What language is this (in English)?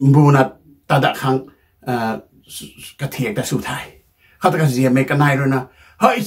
Rongmei Naga